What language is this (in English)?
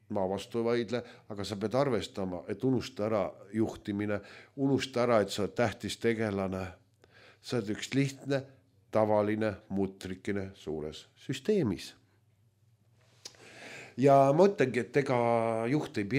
Estonian